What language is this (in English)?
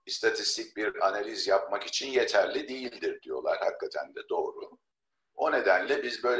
Turkish